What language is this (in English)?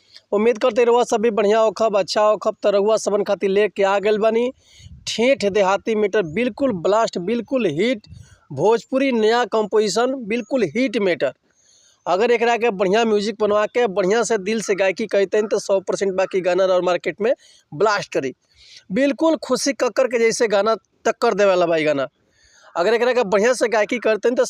Bhojpuri